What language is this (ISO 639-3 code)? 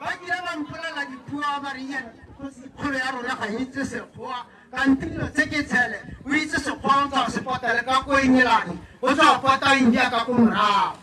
tsn